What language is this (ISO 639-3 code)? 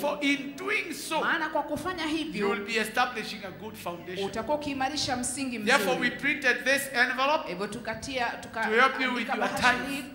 swa